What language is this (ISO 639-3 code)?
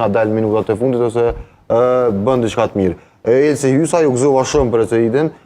sqi